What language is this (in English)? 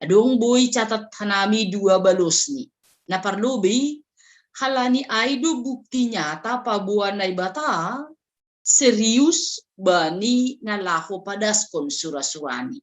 Batak Simalungun